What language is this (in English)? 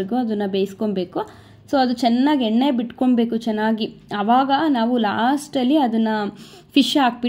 Kannada